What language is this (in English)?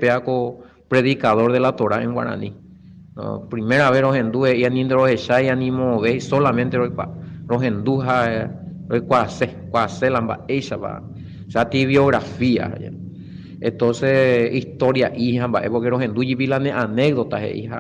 Guarani